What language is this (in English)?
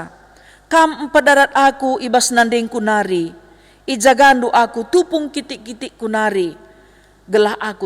Batak Karo